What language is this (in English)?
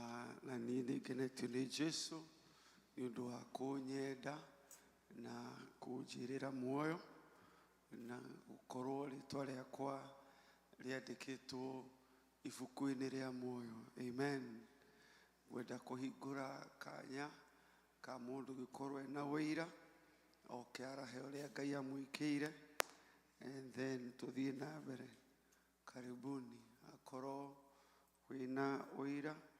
Kikuyu